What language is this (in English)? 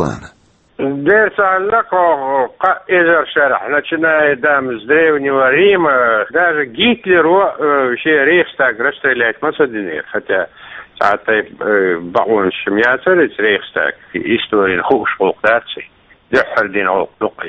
Chechen